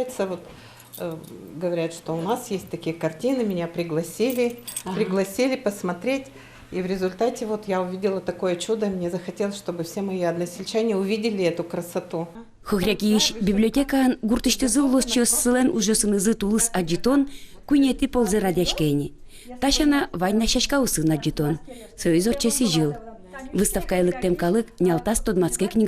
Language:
Udmurt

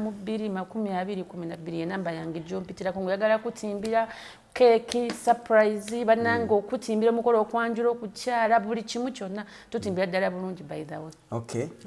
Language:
Ganda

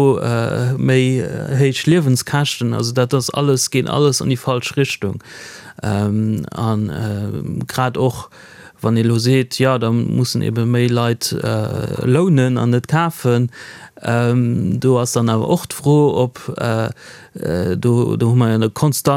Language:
Luxembourgish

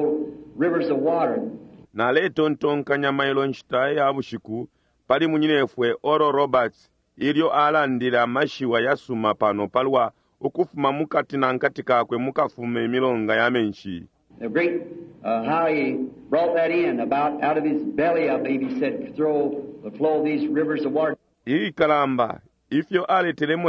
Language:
Bemba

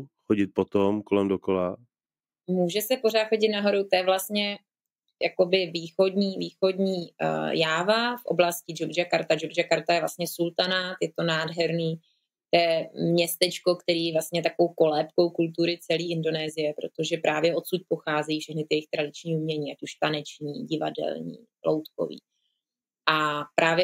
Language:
Czech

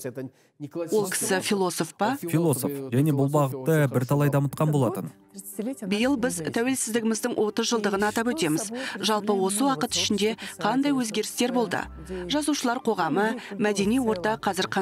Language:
Kazakh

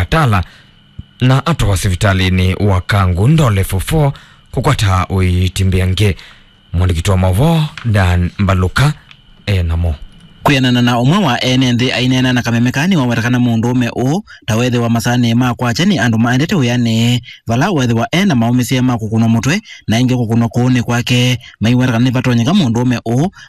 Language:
Kamba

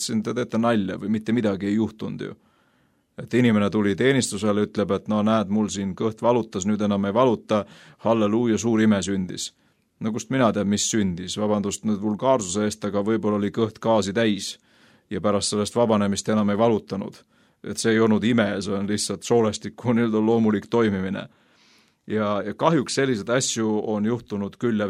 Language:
Estonian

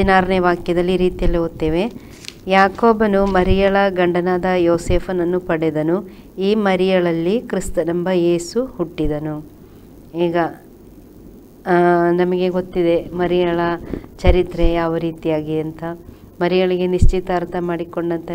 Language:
Kannada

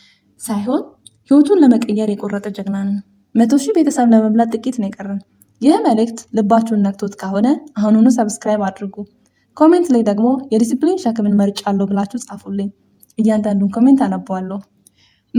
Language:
Amharic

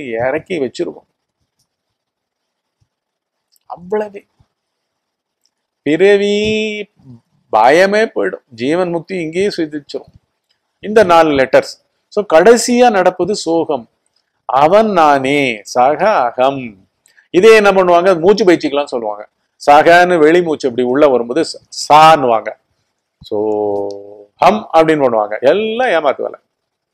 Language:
Tamil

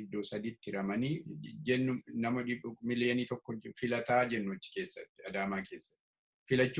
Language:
Oromo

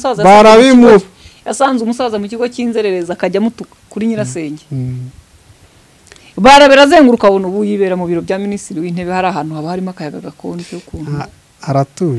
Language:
Kinyarwanda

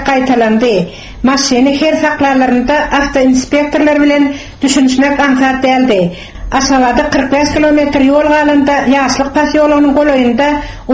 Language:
Turkmen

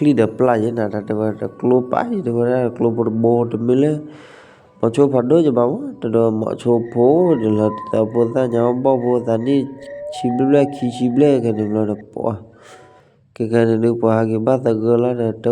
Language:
S'gaw Karen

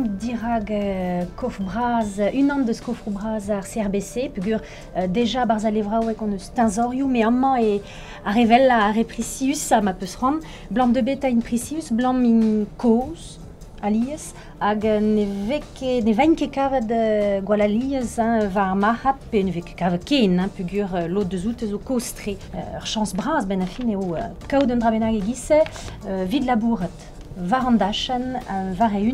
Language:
Breton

